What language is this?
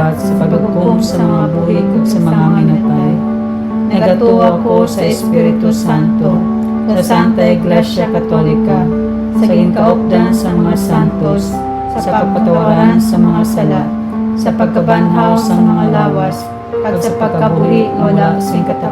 Hiligaynon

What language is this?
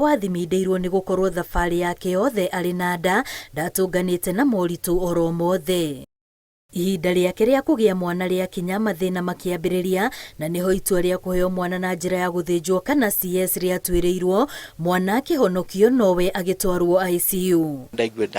Kikuyu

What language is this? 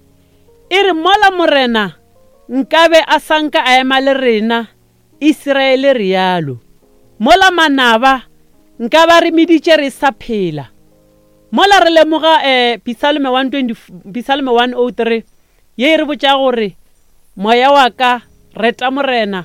Northern Sotho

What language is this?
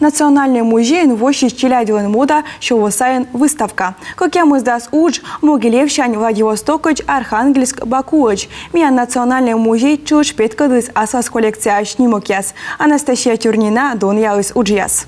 Komi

